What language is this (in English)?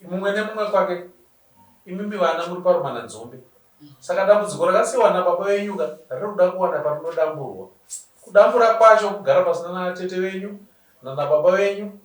Shona